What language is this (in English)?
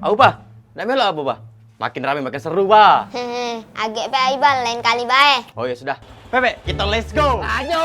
Musi